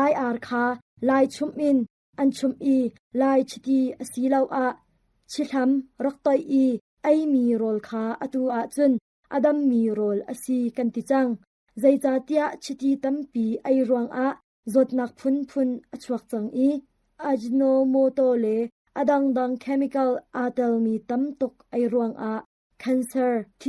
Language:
Hakha Chin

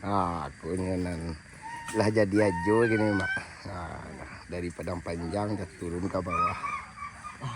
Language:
Minangkabau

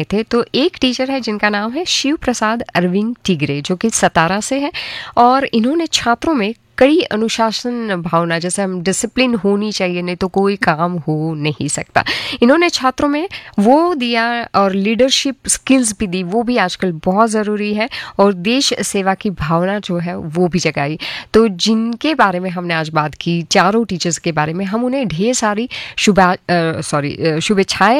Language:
Hindi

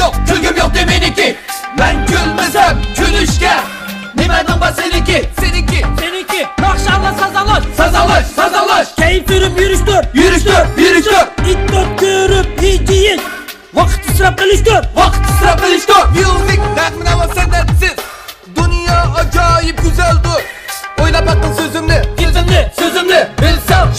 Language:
Uyghur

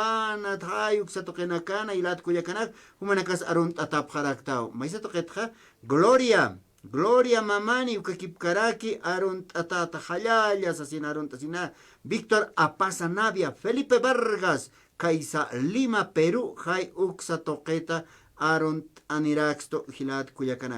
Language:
Aymara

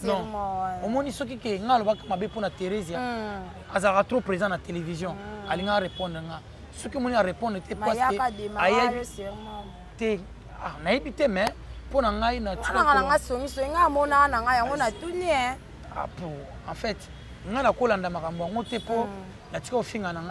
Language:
Lingala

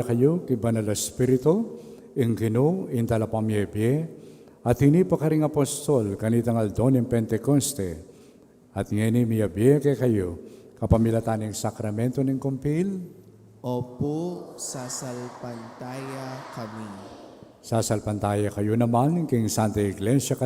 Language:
Pampanga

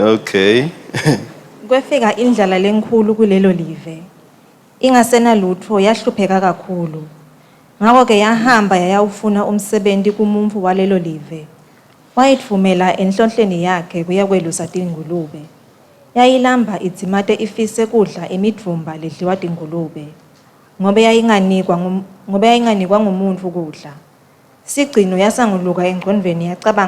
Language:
Swati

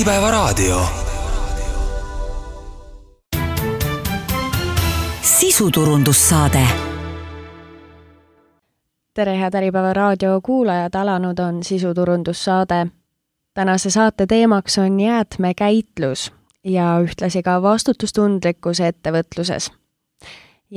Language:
Estonian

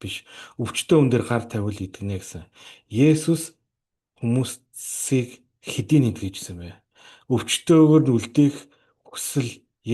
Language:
Mongolian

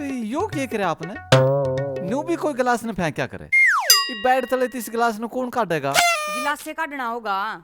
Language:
Haryanvi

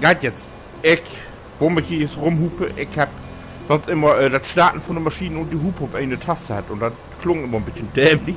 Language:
Low German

